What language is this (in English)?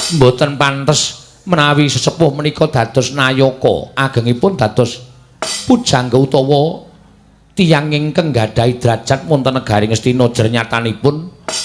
Javanese